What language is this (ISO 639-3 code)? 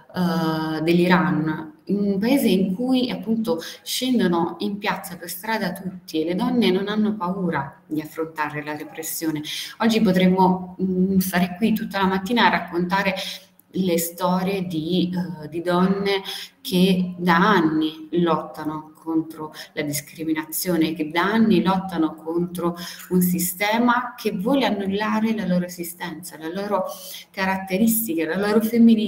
ita